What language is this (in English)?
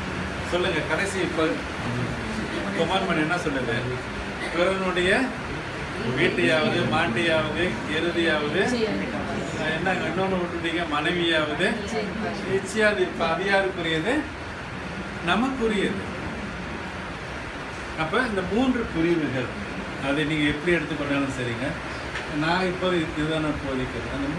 Tamil